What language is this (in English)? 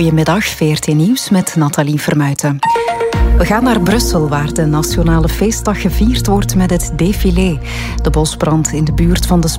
Dutch